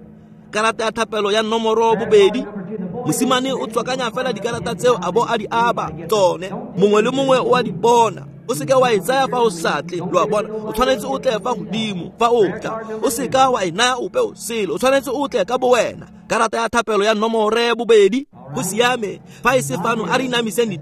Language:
Tswana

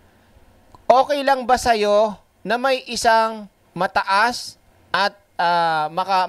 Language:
Filipino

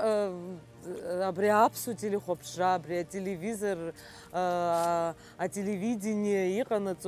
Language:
Abkhazian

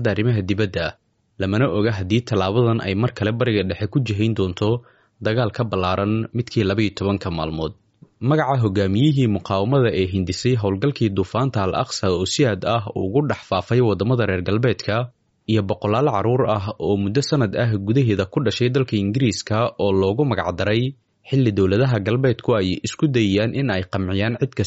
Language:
Somali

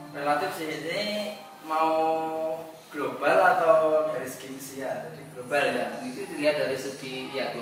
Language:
Indonesian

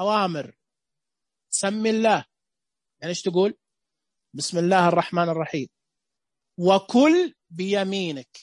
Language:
Najdi Arabic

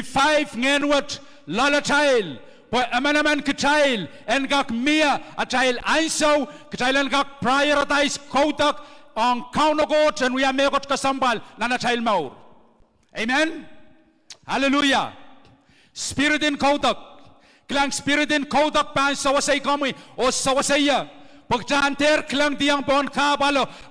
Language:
Pohnpeian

